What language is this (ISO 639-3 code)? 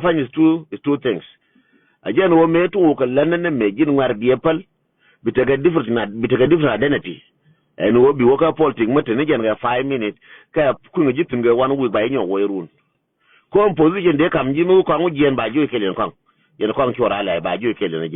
nus